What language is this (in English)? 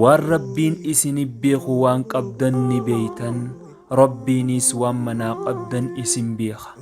Oromo